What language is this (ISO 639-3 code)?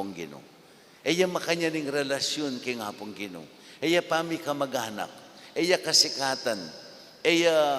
pam